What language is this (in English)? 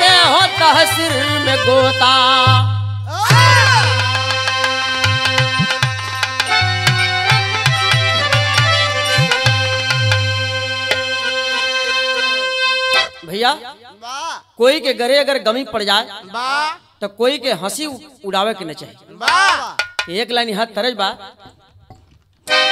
Bhojpuri